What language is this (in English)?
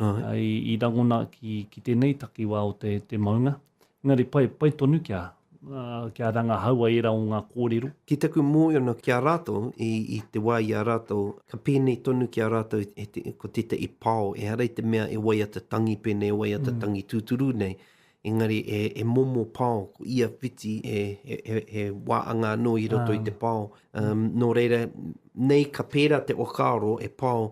Māori